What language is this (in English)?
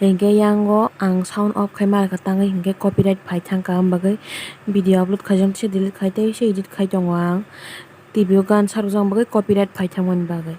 Kok Borok